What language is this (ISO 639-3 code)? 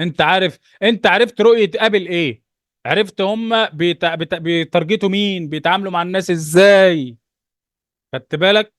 arz